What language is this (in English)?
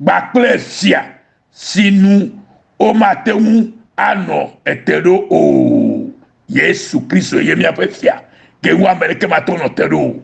Ewe